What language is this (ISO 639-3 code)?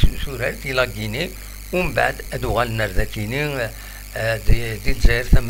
kab